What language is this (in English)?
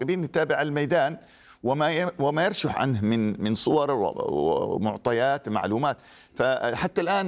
Arabic